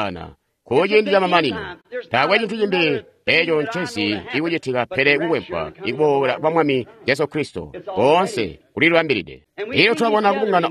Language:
Tonga (Zambia)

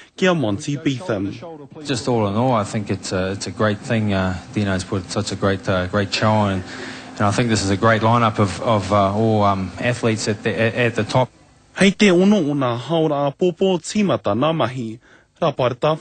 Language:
Māori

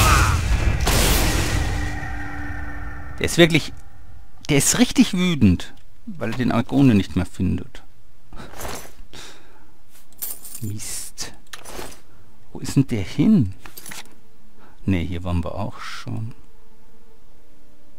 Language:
German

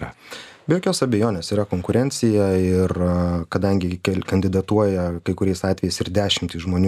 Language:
Lithuanian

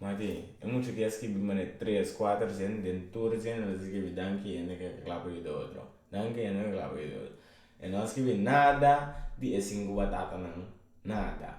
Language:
Papiamento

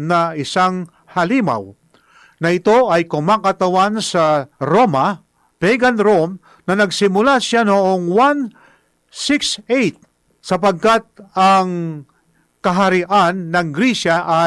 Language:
Filipino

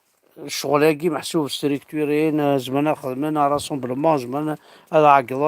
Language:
Kabyle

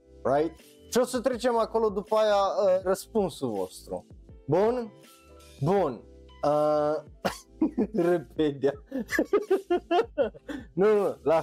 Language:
Romanian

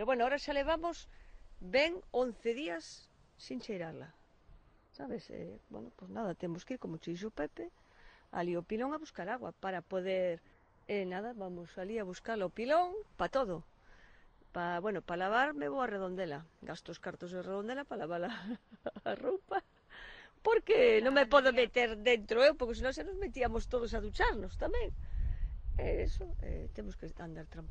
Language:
Galician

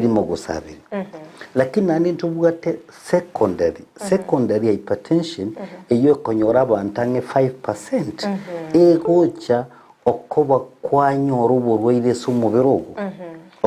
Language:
Gusii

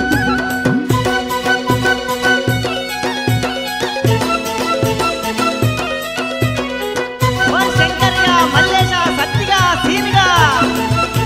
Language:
Telugu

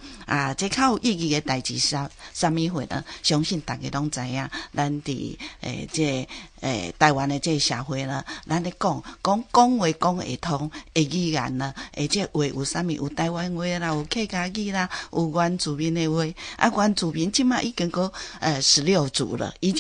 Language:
Min Nan Chinese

